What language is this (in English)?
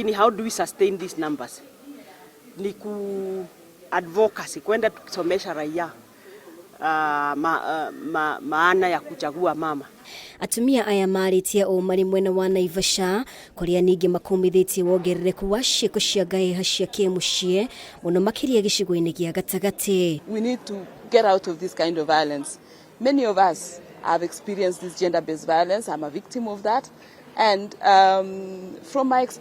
Kikuyu